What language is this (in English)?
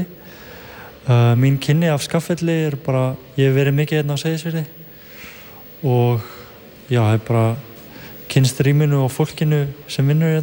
Icelandic